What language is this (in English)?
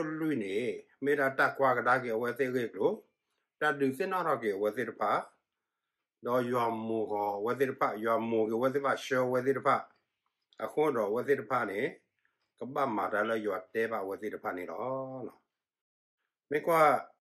S'gaw Karen